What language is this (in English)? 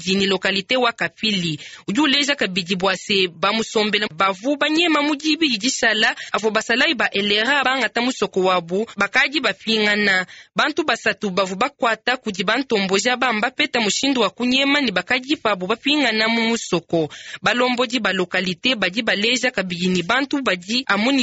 Luba-Lulua